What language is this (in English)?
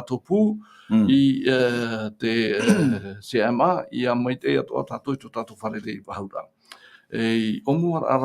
Tahitian